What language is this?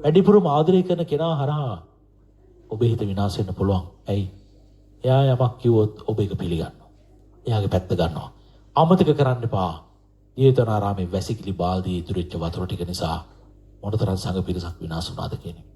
Sinhala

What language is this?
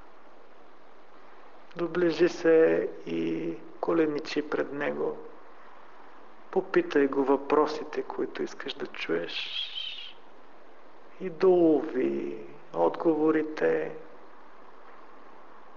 Bulgarian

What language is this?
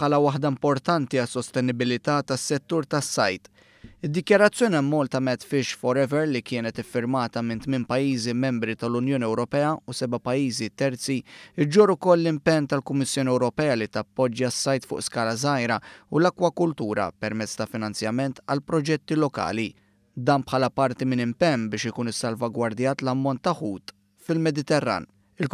Maltese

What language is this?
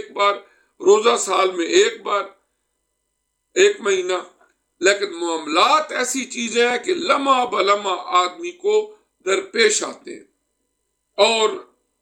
Urdu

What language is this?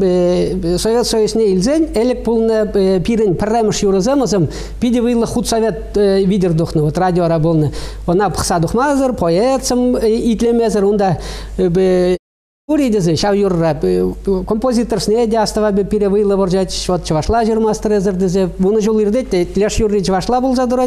Chuvash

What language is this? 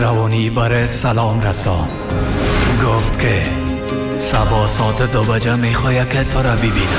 Persian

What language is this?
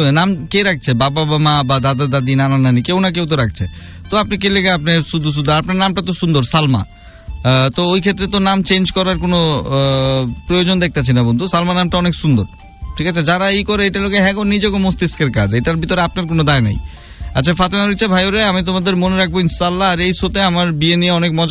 Bangla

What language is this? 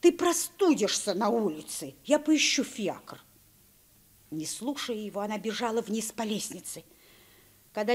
Russian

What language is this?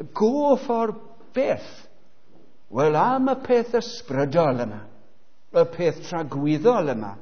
Welsh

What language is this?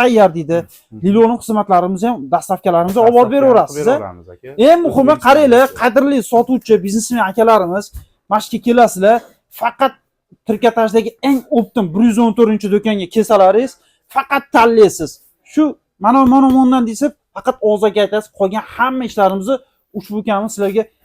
Uzbek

